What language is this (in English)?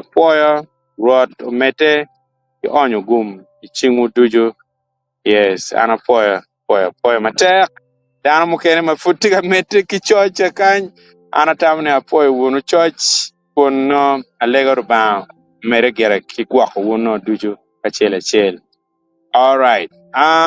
Acoli